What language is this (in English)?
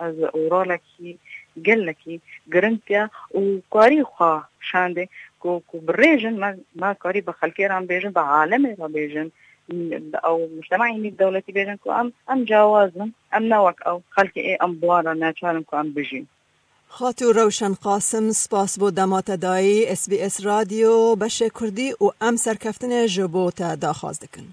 Kurdish